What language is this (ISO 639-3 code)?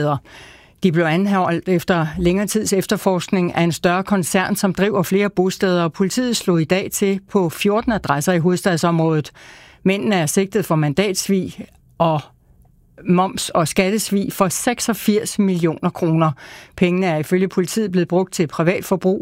dan